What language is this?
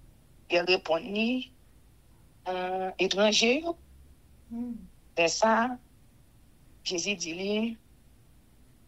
French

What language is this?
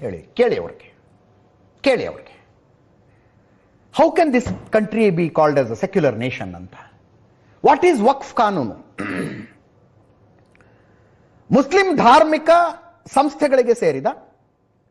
Kannada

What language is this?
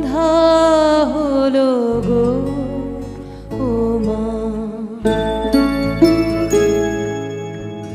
Bangla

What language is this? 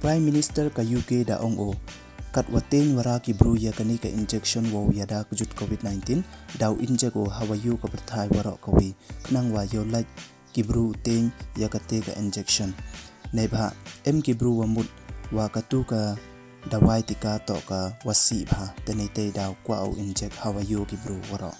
Pnar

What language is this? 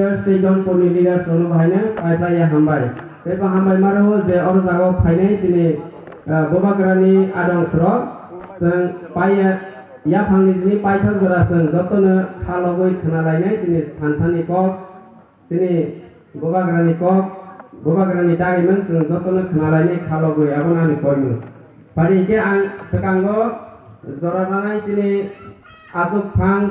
Kok Borok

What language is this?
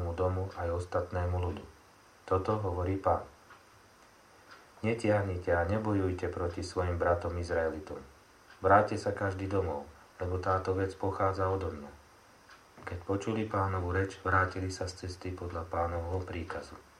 Slovak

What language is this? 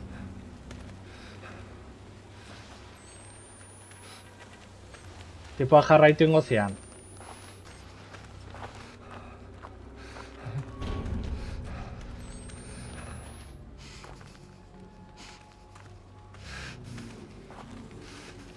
Basque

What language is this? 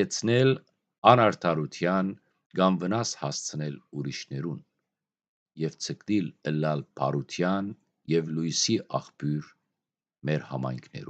Western Armenian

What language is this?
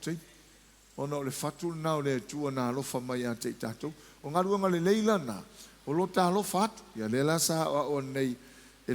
Samoan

